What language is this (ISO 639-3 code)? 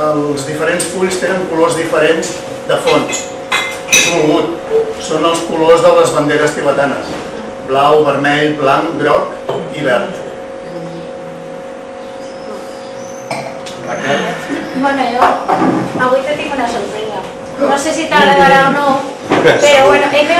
cat